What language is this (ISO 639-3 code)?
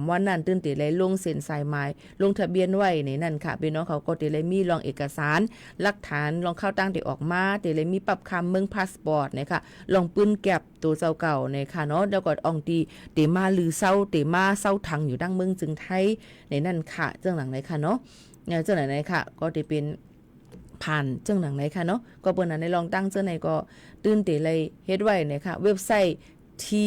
shn